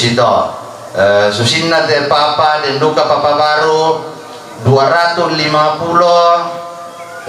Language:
Toraja-Sa'dan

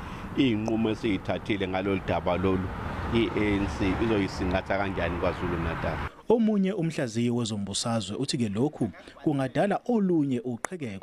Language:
Zulu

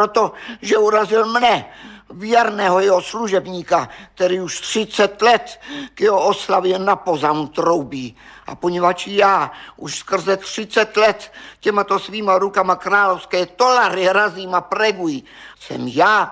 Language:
Czech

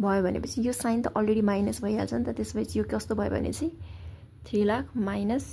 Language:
Nepali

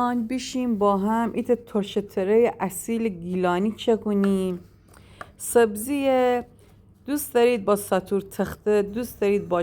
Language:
Gilaki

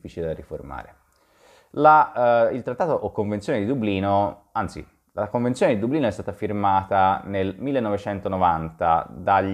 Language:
Italian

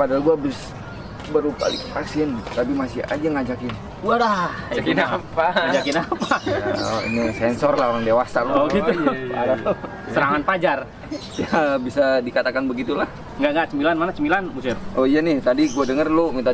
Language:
Betawi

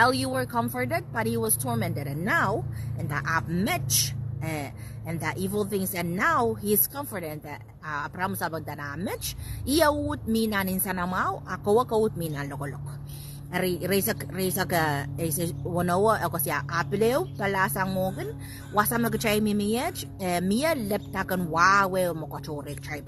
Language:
Pohnpeian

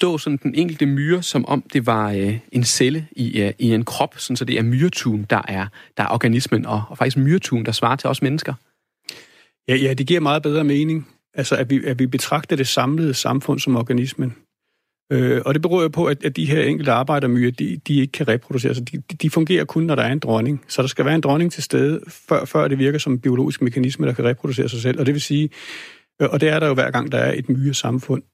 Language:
Danish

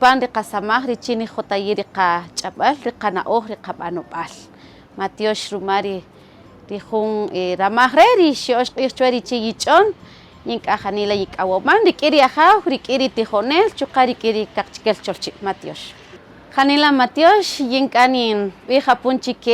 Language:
Kaqchikel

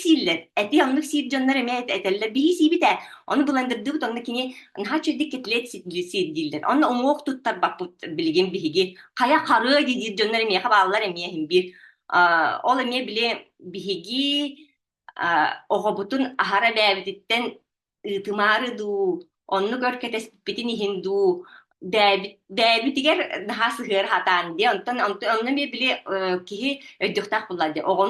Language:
Yakut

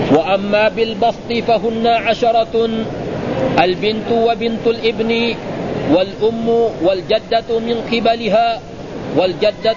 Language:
Arabic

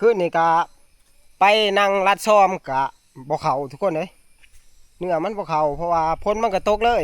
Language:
Northeastern Thai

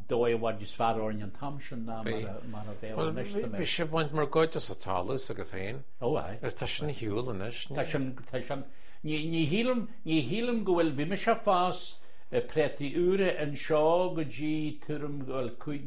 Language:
Irish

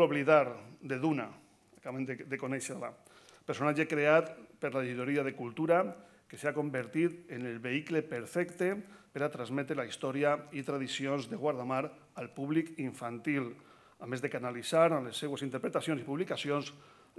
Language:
Catalan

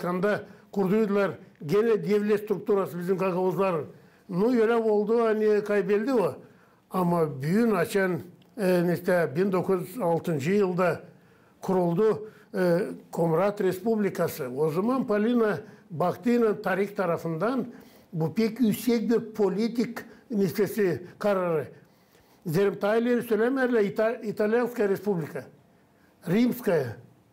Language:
Gagauz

